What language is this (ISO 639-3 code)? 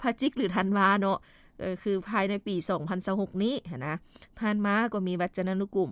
lao